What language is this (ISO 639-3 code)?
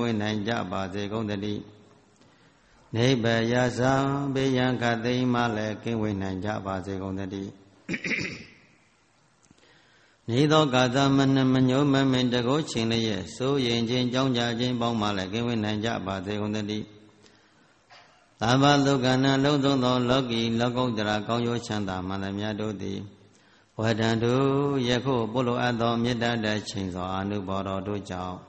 mya